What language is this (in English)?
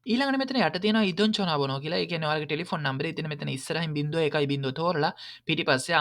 Sinhala